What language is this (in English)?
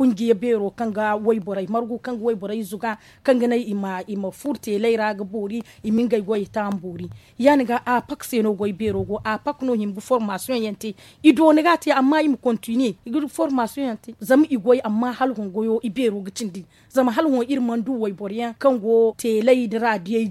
Zarma